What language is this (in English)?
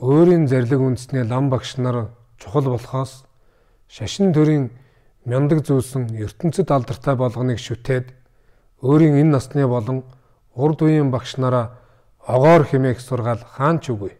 Mongolian